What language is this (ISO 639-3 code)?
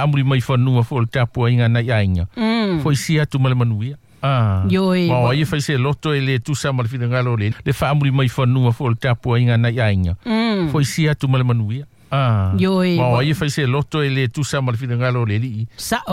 smo